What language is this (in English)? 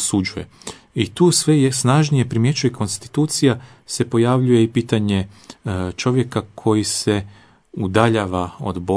Croatian